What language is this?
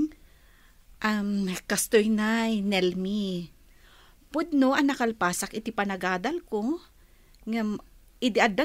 Iloko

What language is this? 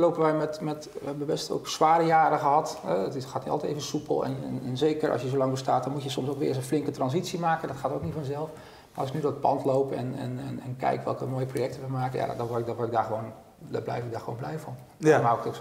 Dutch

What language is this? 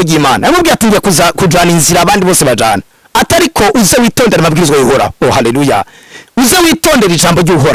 Rundi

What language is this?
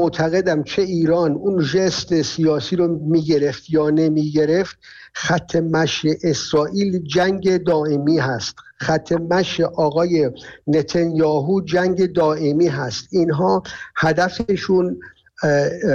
Persian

